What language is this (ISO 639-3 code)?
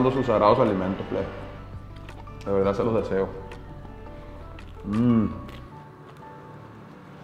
spa